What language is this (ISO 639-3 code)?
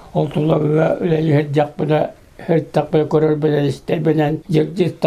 sah